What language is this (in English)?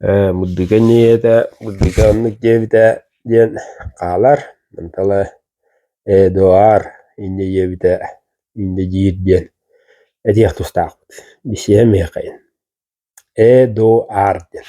Yakut